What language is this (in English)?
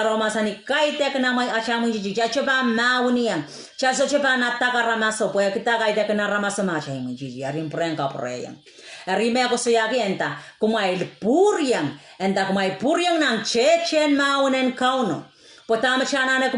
Pohnpeian